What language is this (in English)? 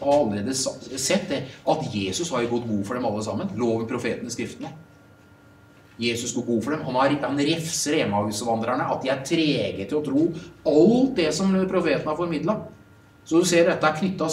Norwegian